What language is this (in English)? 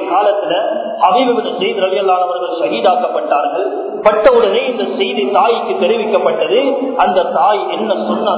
Tamil